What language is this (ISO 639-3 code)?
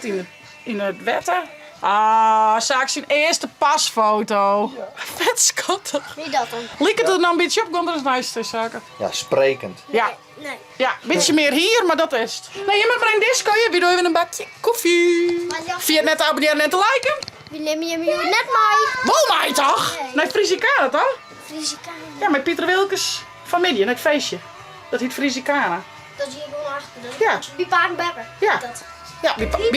fry